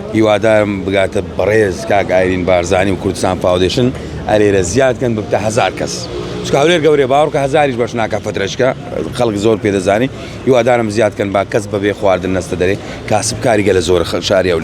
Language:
Central Kurdish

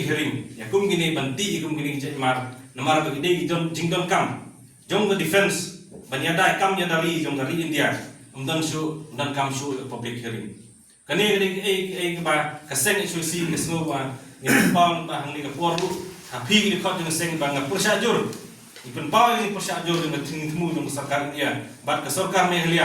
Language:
Khasi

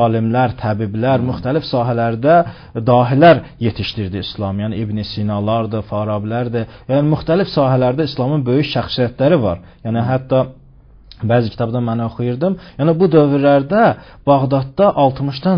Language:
Azerbaijani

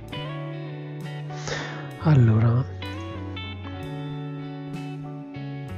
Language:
Italian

